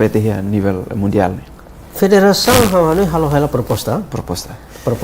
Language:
Tetum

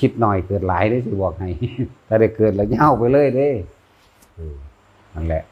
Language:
Northeastern Thai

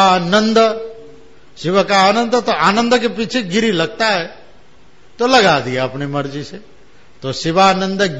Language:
Hindi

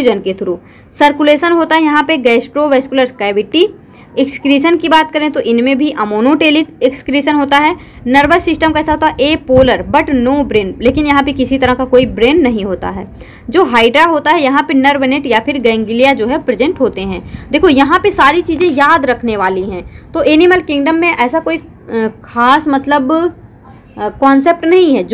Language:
Hindi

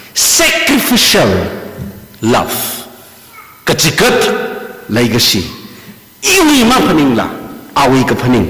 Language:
Tangkhul Naga (India)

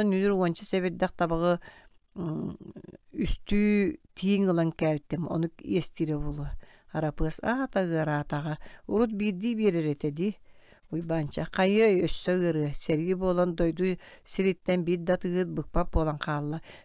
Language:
Yakut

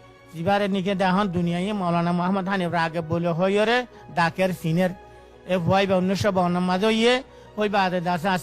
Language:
Rohingya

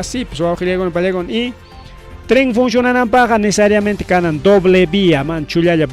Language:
Ayacucho Quechua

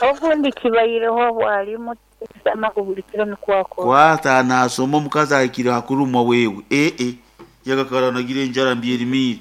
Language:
Nyankole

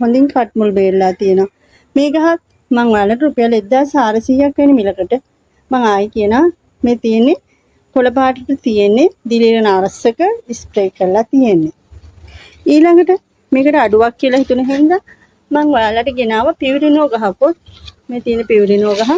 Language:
Sinhala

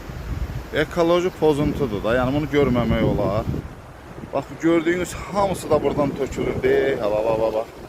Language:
Azerbaijani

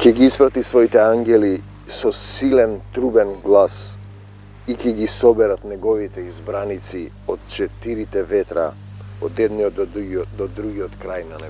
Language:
Macedonian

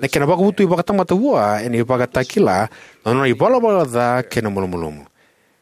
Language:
Fijian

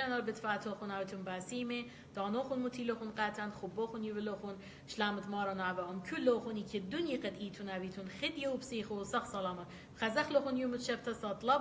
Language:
Assyrian Neo-Aramaic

